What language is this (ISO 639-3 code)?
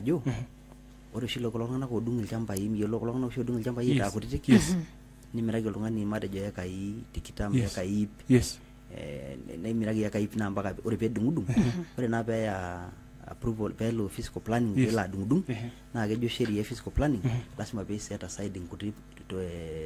mas